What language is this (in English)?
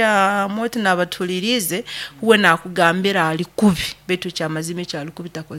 Nyoro